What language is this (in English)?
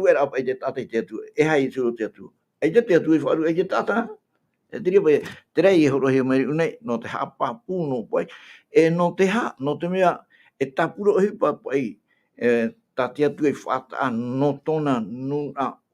Tahitian